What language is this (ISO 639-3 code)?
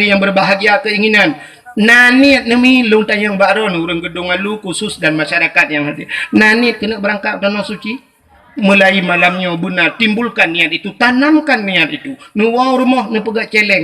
ace